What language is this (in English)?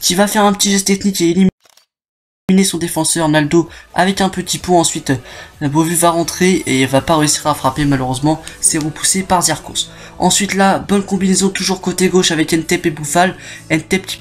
French